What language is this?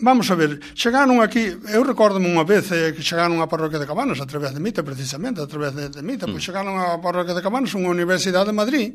Galician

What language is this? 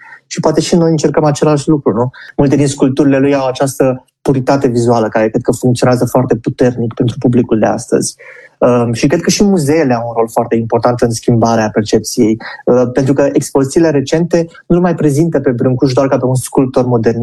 Romanian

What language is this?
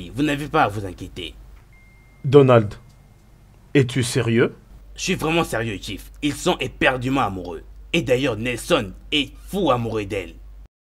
French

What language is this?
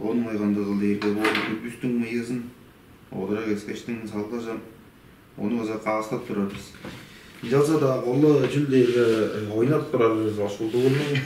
Tuvinian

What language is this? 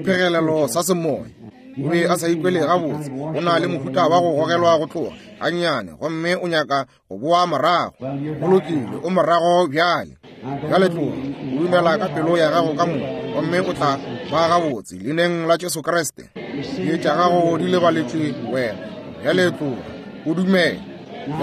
Northern Sotho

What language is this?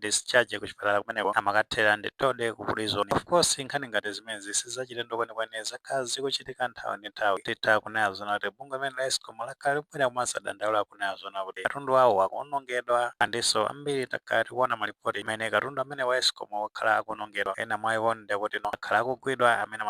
Nyanja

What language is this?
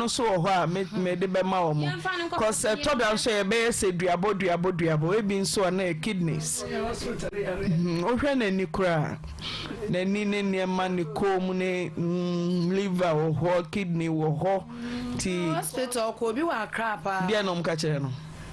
Akan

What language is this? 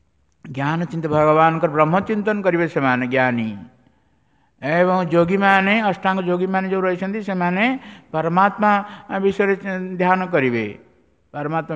Odia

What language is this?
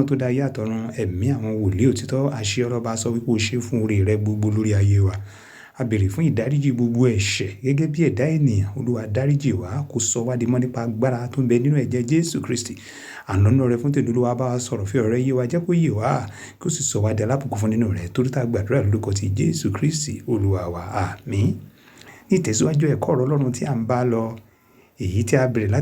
Yoruba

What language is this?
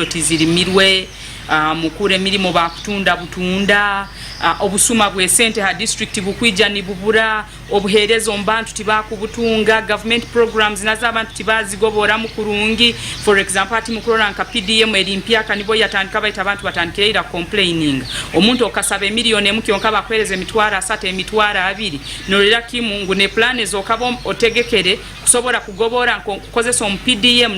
Nyankole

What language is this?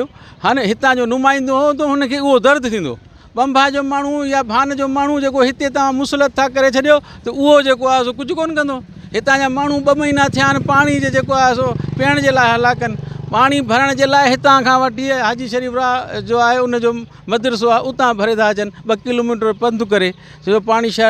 Sindhi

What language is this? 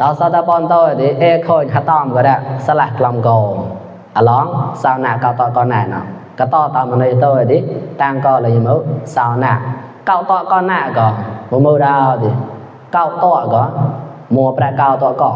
Mon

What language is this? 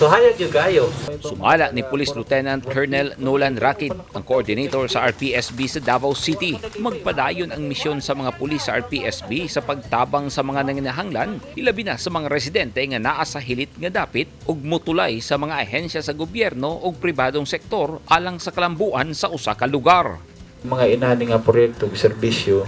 Cebuano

